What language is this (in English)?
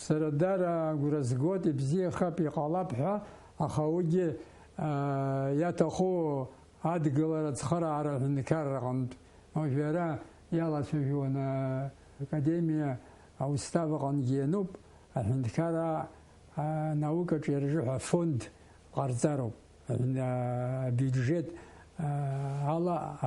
Abkhazian